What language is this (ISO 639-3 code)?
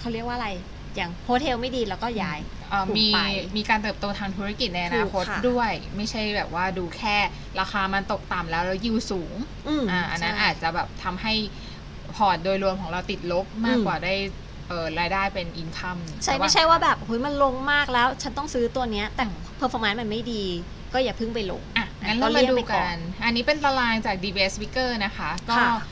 tha